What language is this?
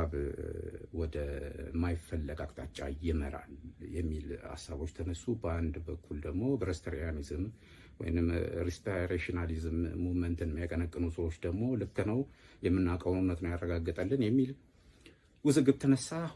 Amharic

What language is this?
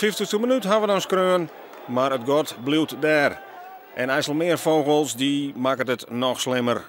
Western Frisian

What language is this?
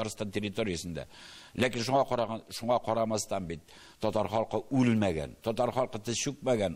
Tatar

